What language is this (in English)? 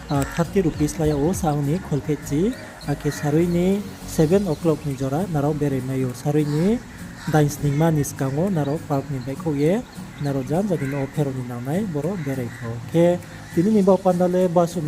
Riang (India)